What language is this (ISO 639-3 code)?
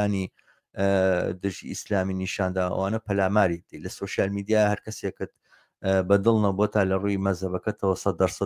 ckb